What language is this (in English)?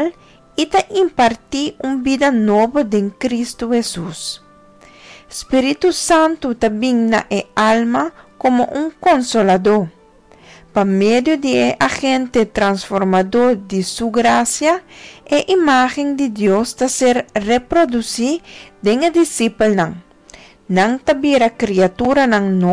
Papiamento